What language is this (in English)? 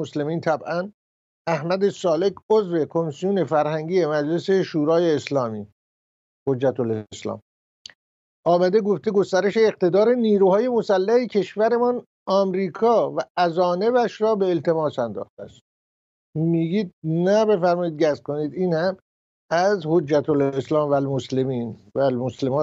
Persian